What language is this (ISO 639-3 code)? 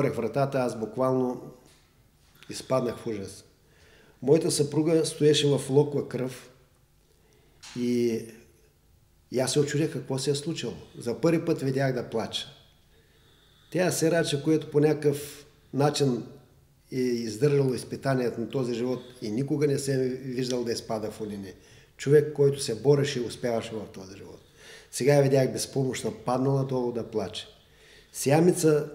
bul